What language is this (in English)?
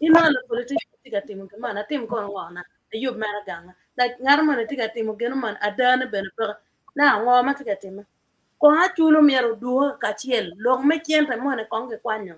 Acoli